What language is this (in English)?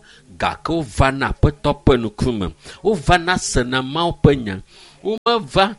Ewe